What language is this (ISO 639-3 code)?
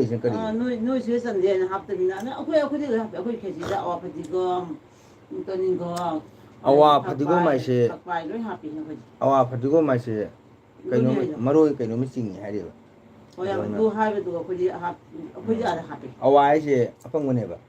mni